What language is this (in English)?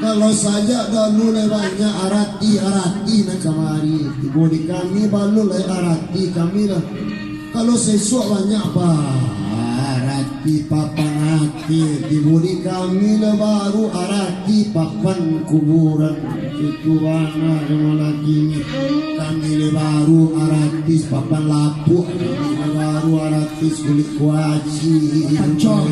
Minangkabau